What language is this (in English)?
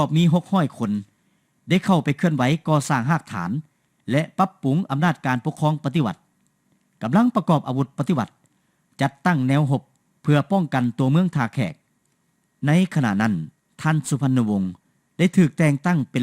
Lao